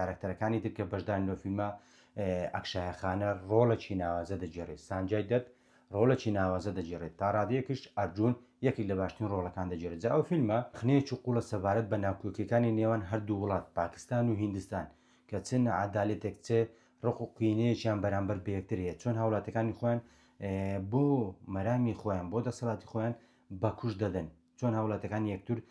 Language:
Central Kurdish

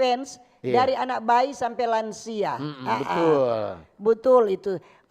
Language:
Manado Malay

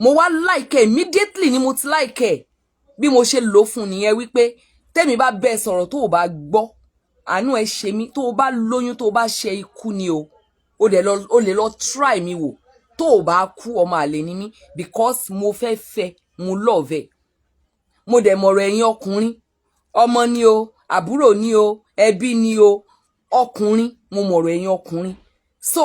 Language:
Yoruba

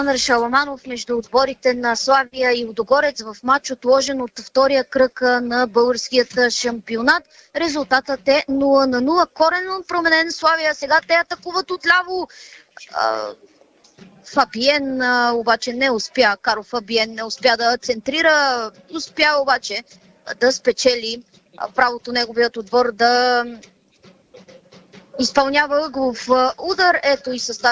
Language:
Bulgarian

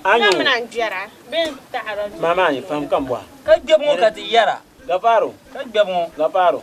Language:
Dagbani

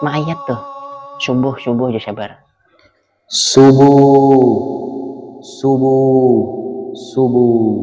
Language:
Banjar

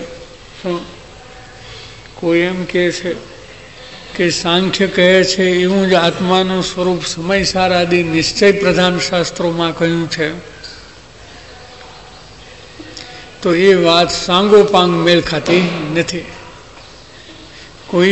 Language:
Gujarati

